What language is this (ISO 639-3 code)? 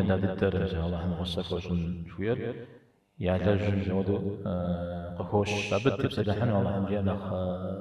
kbd